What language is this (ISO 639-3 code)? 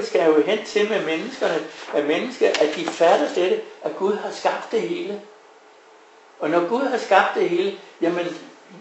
dan